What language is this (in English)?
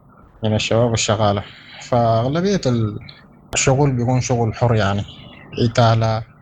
Sudanese Arabic